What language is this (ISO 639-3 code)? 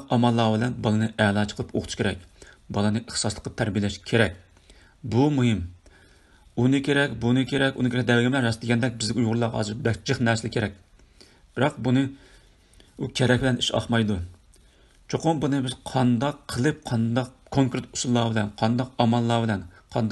uig